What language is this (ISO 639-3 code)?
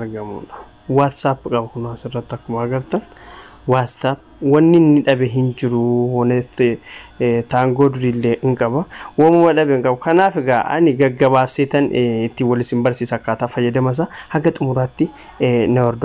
orm